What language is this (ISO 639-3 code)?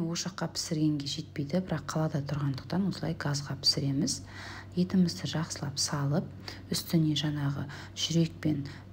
kaz